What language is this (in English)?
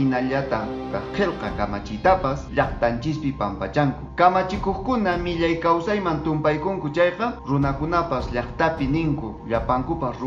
Quechua